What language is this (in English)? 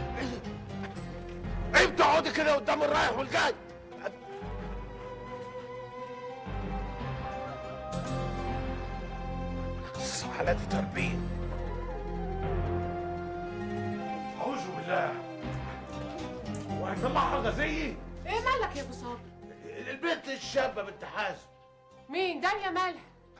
Egyptian Arabic